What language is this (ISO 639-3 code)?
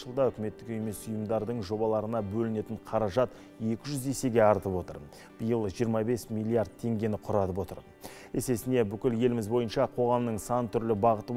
kaz